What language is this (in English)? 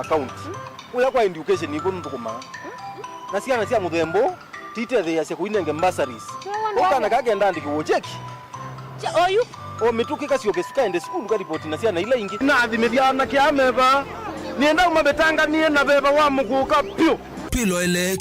Kamba